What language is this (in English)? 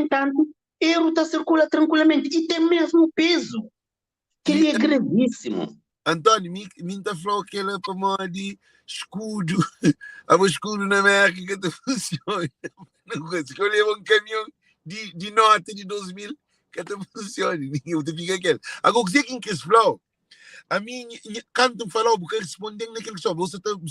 Kabuverdianu